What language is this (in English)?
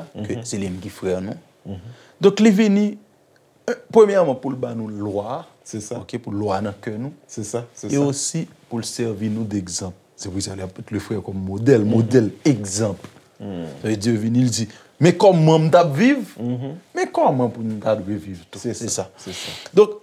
Haitian Creole